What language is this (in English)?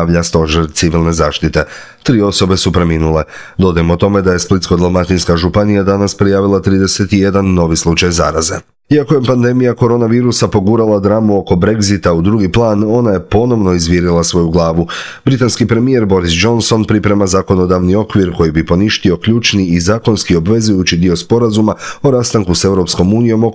Croatian